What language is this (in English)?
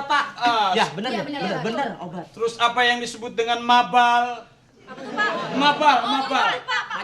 Betawi